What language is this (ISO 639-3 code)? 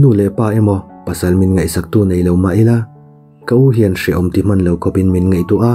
lus